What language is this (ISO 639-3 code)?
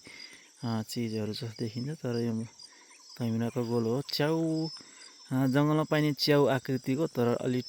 nep